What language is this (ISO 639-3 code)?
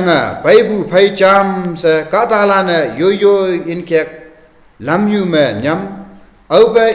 nbe